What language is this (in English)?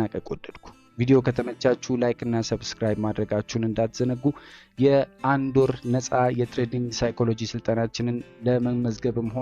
Amharic